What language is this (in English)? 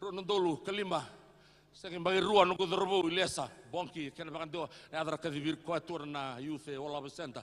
Fijian